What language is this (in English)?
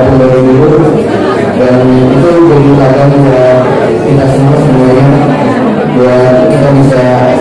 Batak Angkola